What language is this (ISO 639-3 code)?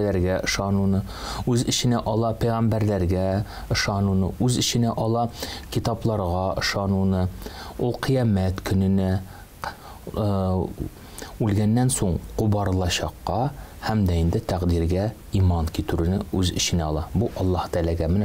tat